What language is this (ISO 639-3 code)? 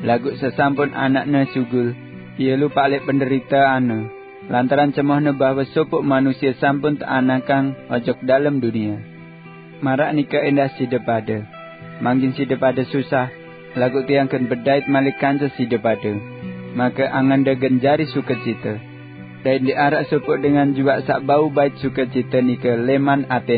sas